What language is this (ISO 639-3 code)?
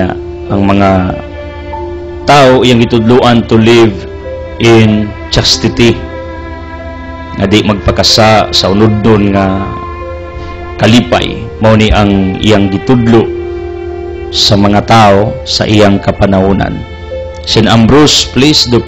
ceb